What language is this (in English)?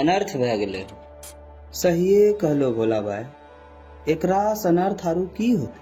Angika